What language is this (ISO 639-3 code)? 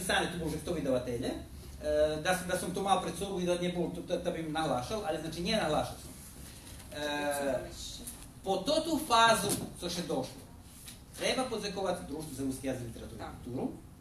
rue